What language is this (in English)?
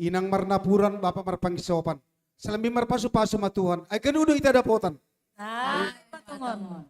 Batak Simalungun